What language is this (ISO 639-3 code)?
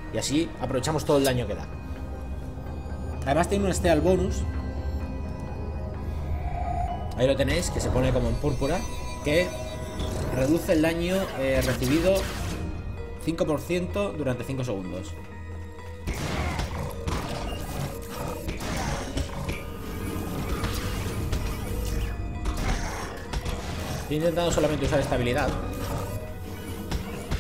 spa